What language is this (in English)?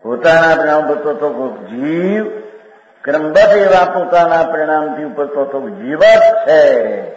Gujarati